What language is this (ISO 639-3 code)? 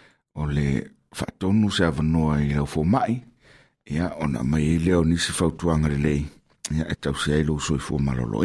smo